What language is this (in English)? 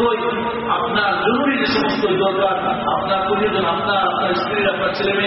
Bangla